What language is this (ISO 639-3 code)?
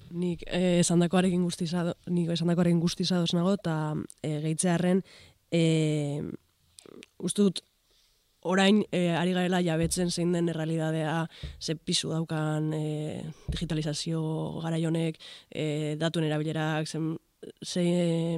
eus